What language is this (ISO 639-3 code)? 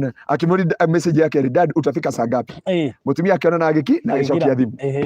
kik